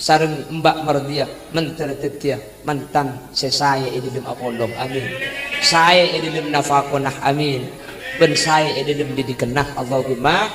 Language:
Madurese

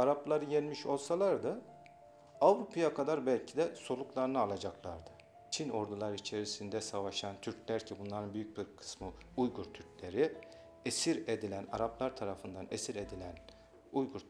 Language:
Turkish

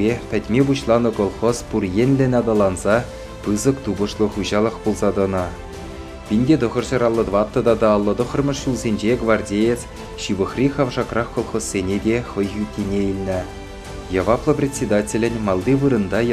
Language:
Chuvash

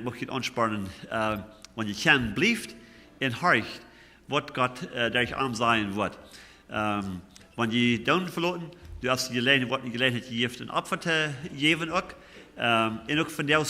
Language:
Plautdietsch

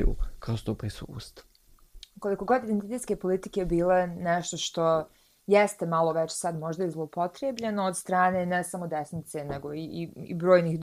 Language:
Bosnian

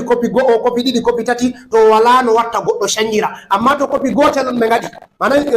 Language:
Fula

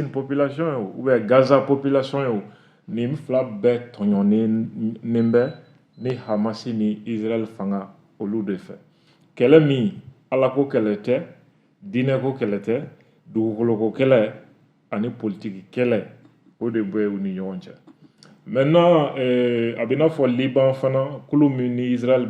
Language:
Bambara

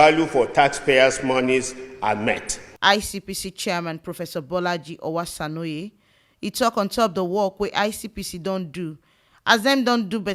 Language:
Nigerian Pidgin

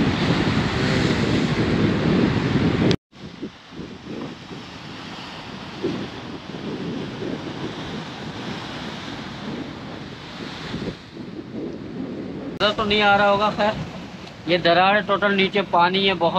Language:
Hindi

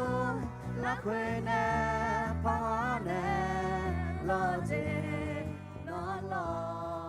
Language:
Akha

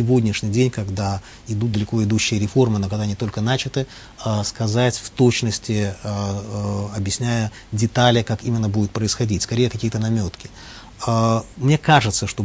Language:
Russian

